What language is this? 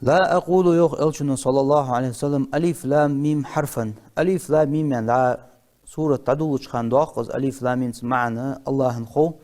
Ingush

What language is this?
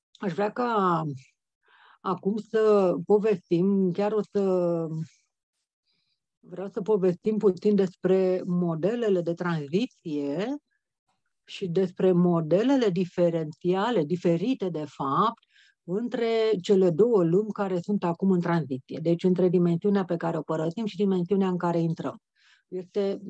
Romanian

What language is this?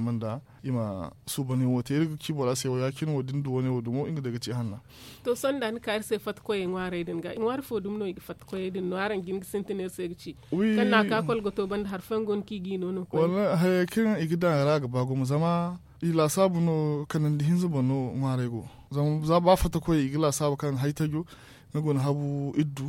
Zarma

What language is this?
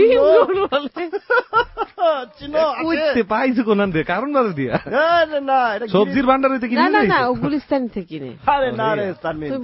Bangla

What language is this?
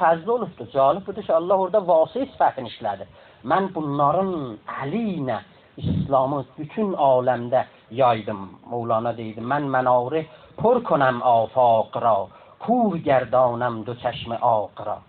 South Azerbaijani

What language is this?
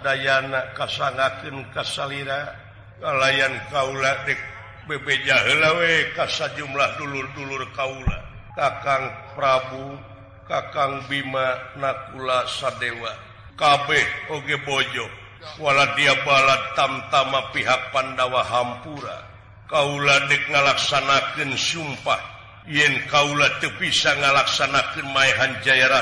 Sundanese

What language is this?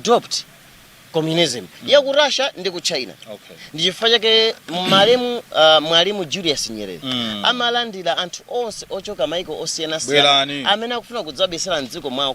Nyanja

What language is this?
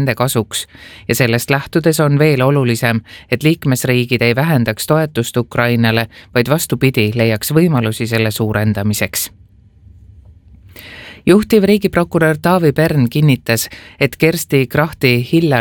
Estonian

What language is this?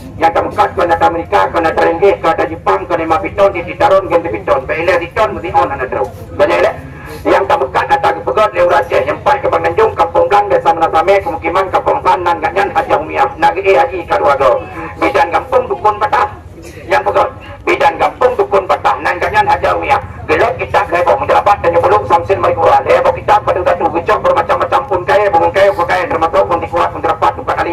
Achinese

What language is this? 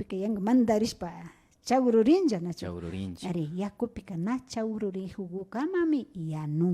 Imbabura Highland Quichua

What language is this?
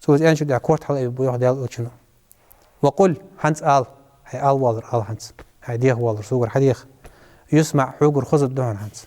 Ingush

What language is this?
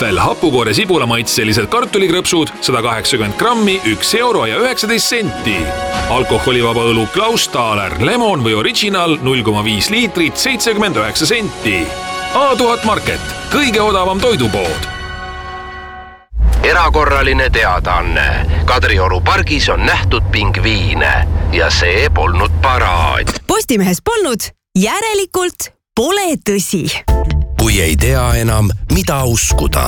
Estonian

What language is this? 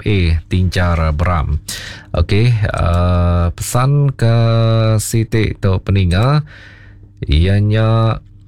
Iban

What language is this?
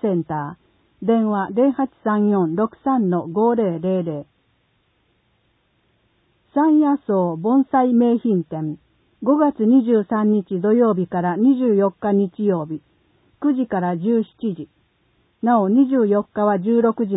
Japanese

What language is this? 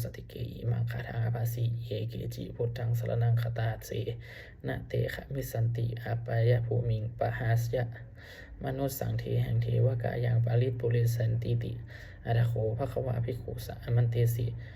Pali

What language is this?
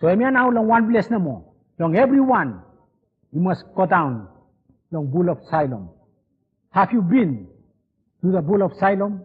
Bislama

